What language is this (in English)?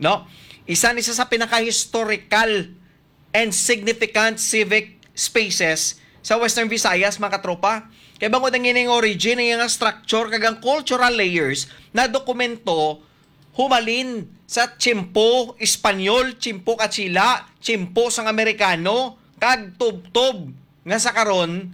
Hiligaynon